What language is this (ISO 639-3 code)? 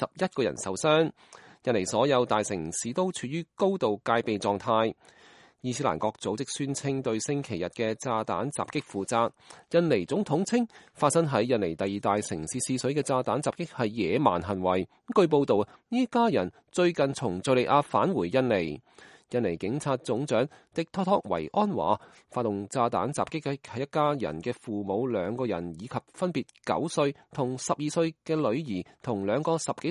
yue